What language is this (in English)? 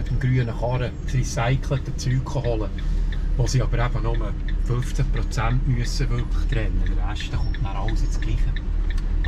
Swiss German